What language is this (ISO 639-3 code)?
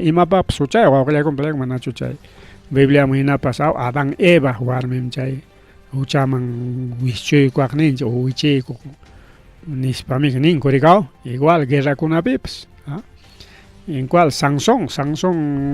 quy